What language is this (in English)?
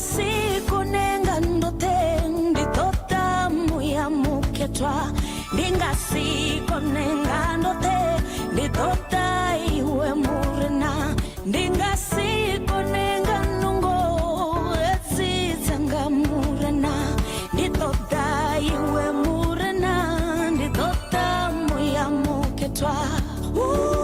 Venda